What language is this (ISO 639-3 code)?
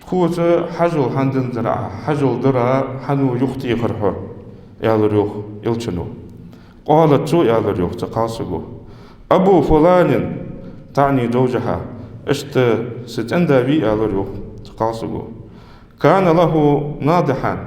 inh